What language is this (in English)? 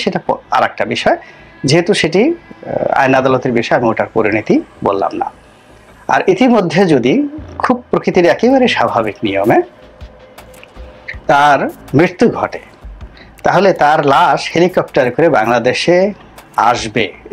Bangla